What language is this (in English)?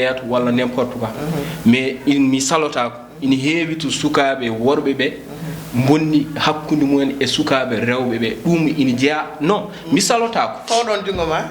Fula